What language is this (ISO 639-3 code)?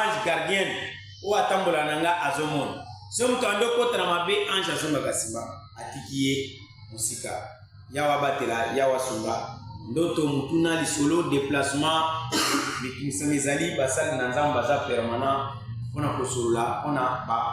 lin